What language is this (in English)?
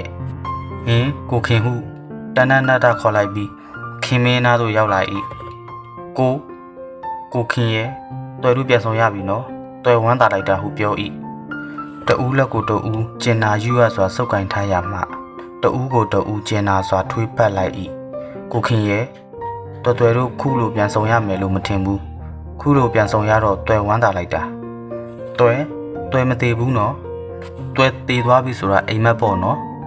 Burmese